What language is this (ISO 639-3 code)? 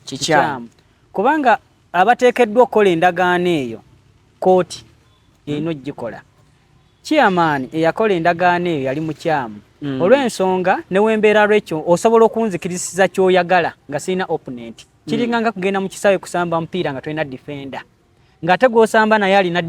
lug